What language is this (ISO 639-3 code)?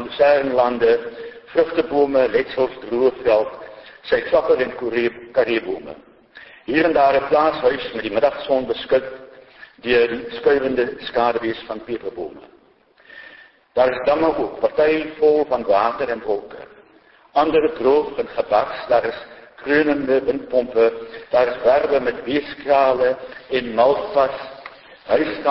afr